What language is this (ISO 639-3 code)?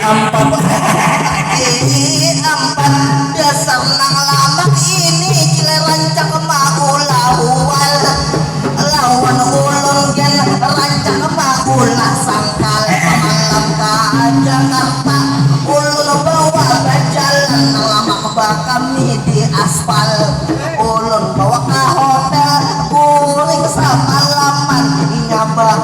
bjn